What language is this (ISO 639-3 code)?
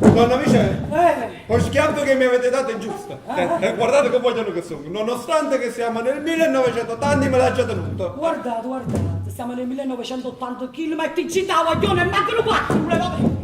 nap